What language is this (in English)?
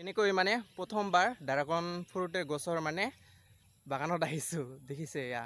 Assamese